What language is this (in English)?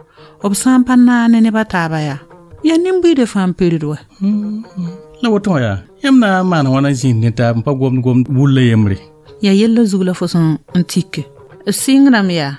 Mossi